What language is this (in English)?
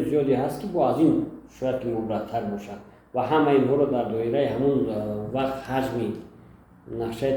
Tajik